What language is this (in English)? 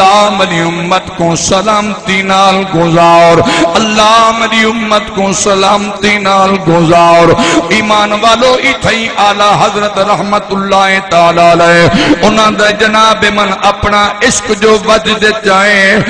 Saraiki